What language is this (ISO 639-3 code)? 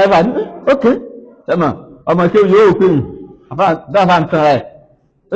yor